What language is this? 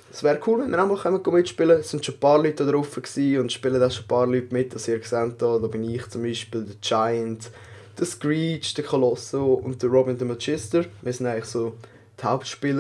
Swiss German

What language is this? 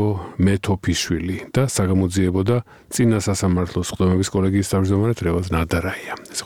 Georgian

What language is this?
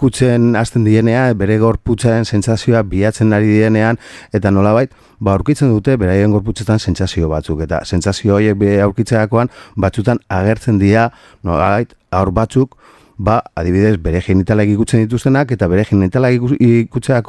Basque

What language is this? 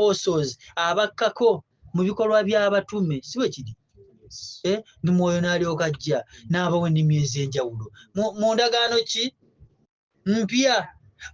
Ganda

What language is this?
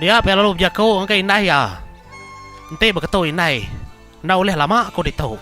Iban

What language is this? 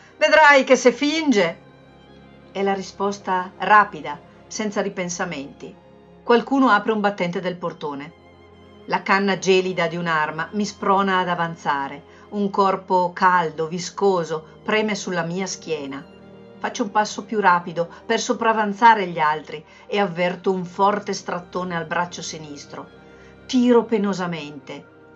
Italian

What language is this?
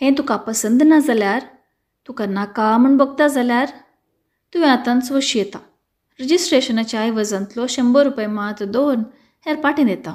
Konkani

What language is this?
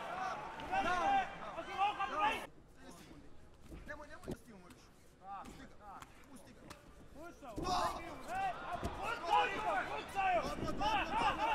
Serbian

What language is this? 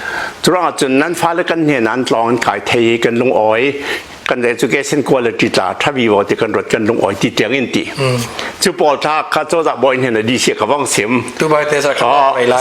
Hakha Chin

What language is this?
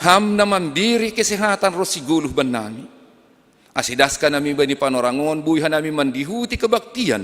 Batak Simalungun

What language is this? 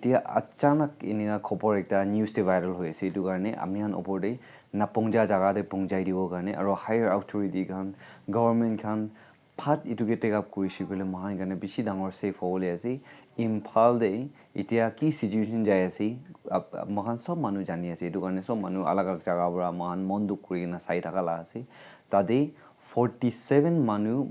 Naga Pidgin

